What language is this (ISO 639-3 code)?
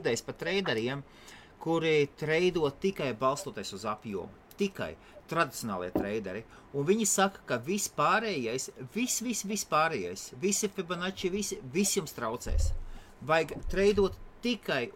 lav